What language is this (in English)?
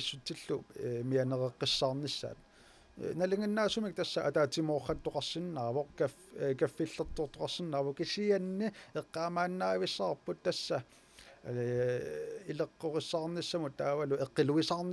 Kalaallisut